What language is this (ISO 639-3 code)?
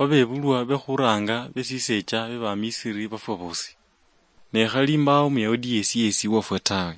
luy